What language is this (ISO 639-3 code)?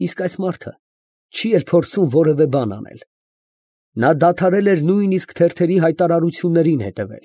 hye